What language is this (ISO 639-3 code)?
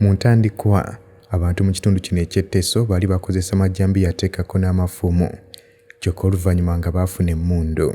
lug